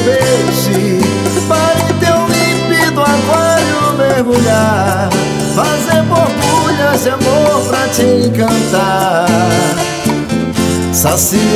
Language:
Portuguese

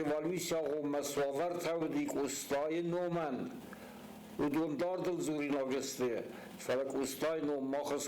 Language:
Ossetic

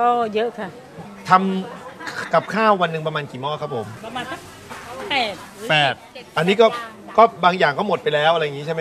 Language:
Thai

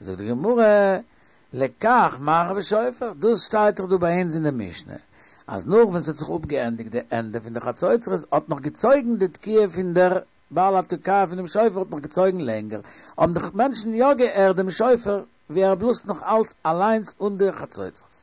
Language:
Yiddish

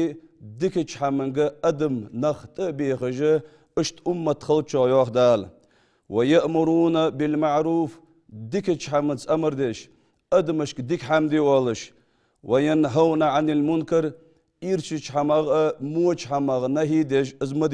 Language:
Ingush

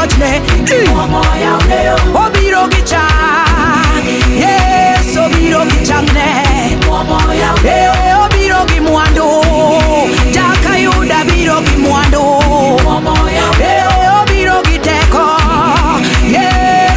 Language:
Swahili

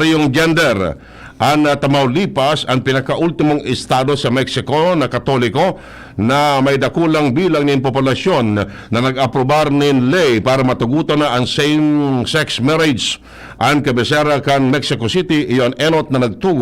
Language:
Bikol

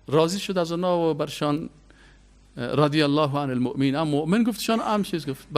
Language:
Persian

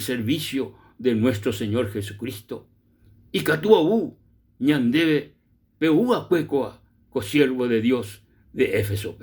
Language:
Guarani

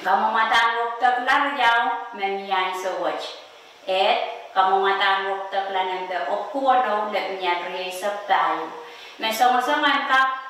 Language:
Pohnpeian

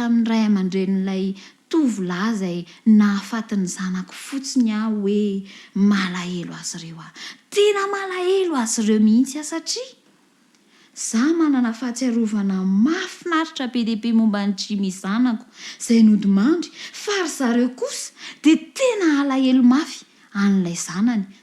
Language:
Malagasy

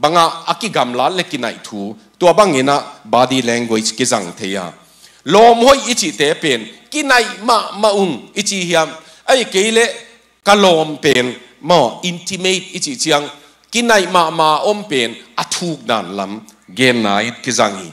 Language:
Tedim Chin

